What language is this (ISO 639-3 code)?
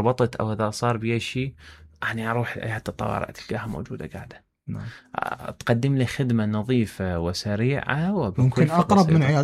acm